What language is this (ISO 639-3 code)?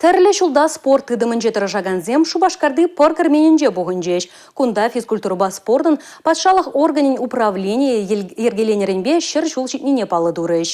chv